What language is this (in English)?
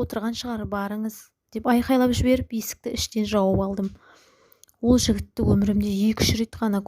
Kazakh